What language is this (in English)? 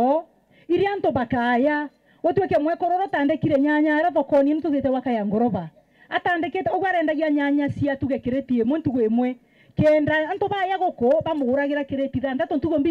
Meru